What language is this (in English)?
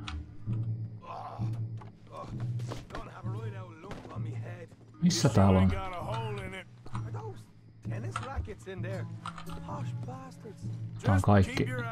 Finnish